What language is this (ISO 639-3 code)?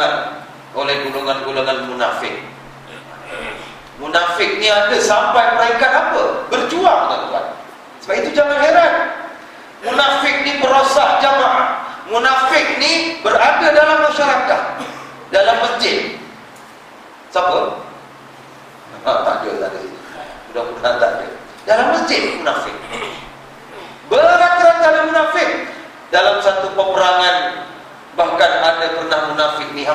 msa